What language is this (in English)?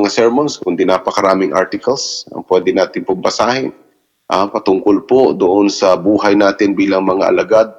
Filipino